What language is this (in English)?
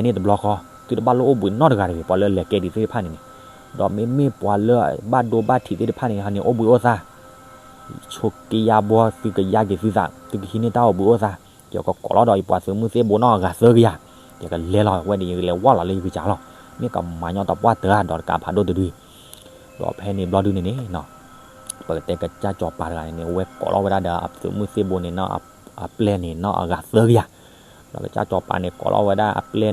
S'gaw Karen